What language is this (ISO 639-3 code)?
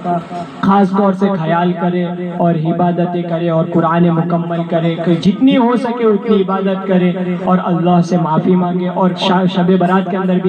urd